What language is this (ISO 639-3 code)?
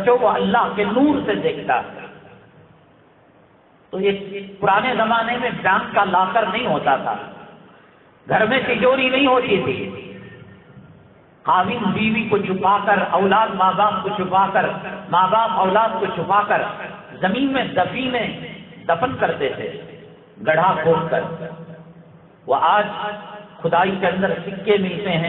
urd